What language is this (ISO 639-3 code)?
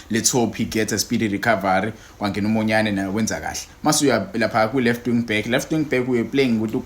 zul